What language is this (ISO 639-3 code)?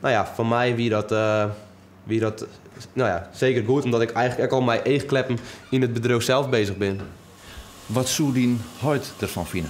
fry